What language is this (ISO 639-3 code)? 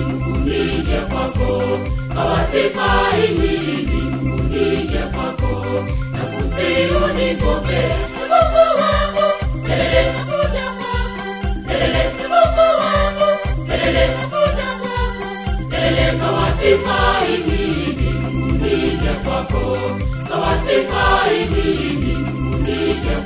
swa